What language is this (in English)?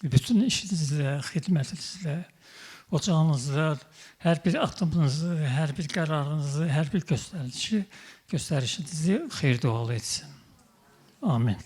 Azerbaijani